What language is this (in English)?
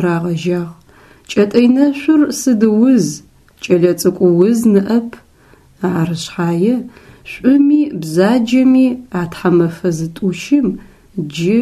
Adyghe